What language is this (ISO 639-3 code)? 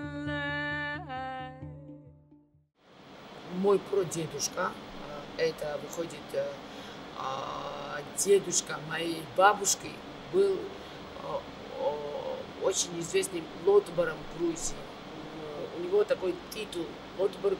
rus